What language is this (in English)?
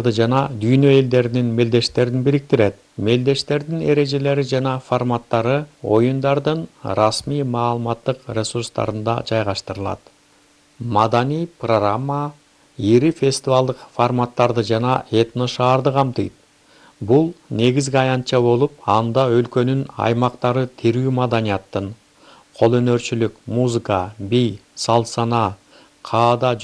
Kyrgyz